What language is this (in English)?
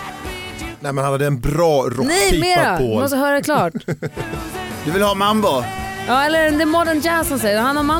Swedish